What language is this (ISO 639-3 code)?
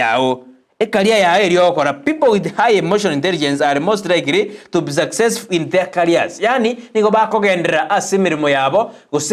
guz